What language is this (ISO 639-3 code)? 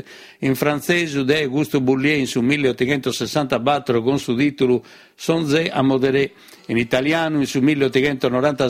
srd